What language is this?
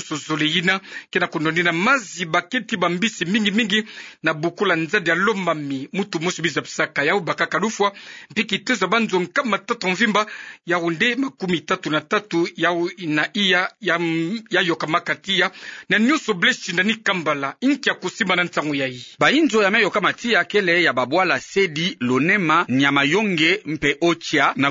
Kituba (Democratic Republic of Congo)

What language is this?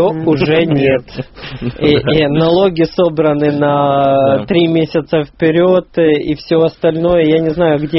Russian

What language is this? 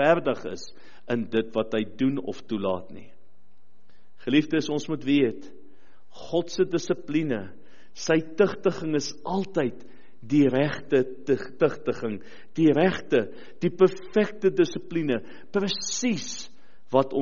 Afrikaans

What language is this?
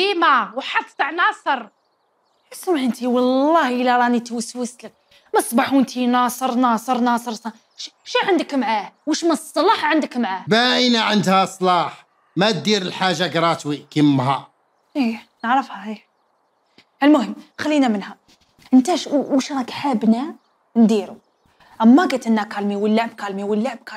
Algerian Arabic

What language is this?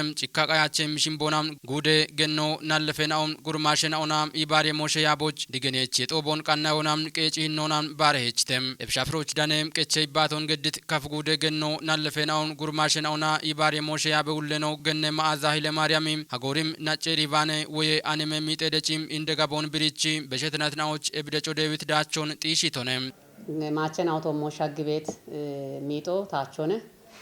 Kafa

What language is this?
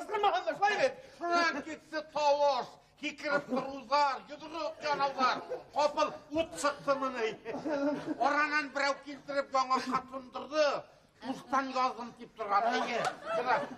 Bashkir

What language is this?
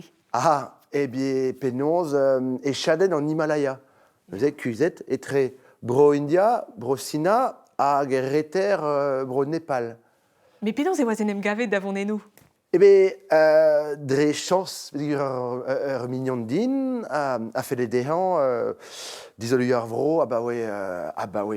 Breton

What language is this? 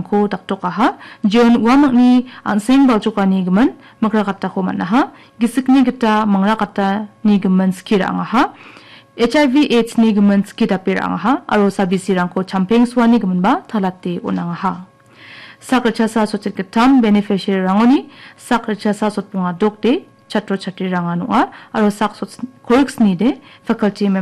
Garo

